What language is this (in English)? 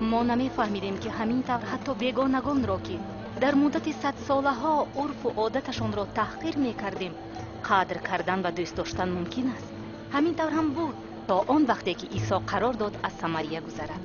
Tajik